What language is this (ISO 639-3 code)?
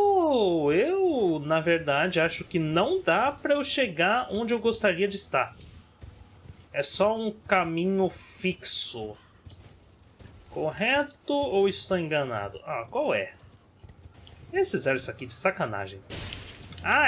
por